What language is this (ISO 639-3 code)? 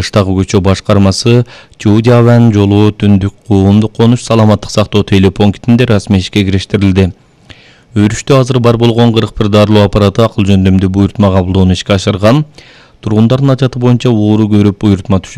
kir